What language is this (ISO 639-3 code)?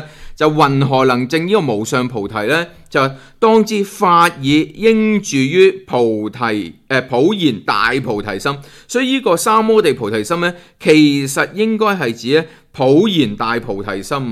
yue